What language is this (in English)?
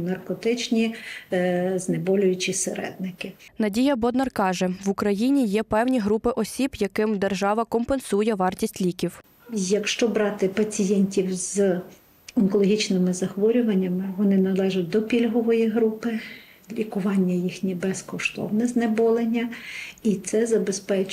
Ukrainian